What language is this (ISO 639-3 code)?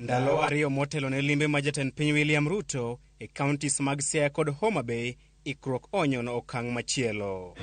luo